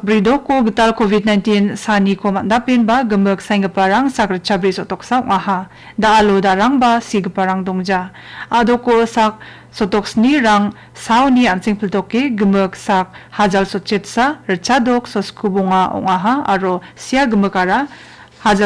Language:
Garo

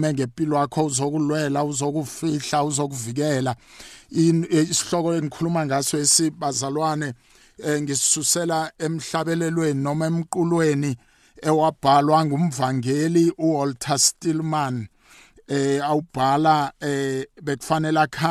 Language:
South Ndebele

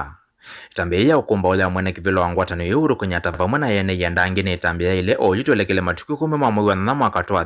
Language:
Kamba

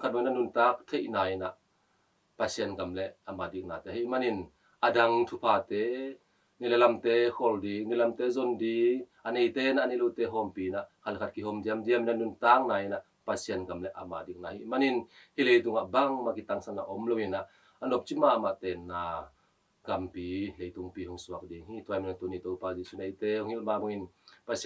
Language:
Tedim Chin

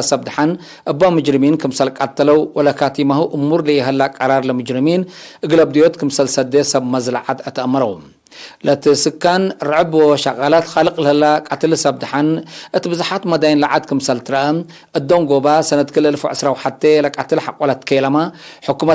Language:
Tigre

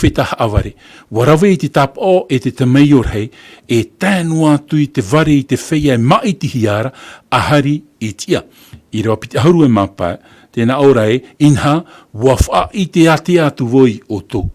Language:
Tahitian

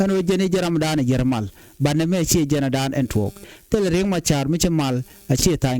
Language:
Nuer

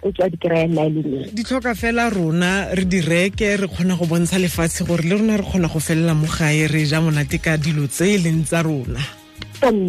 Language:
Southern Sotho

